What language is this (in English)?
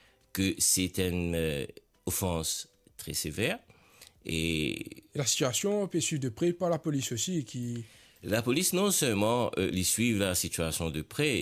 Morisyen